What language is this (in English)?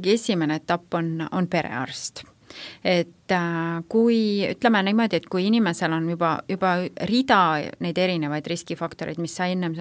Estonian